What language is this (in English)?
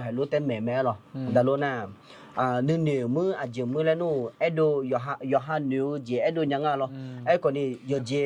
Akha